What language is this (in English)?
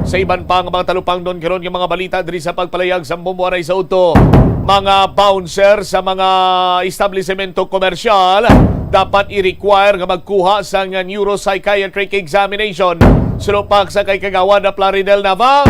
Hiligaynon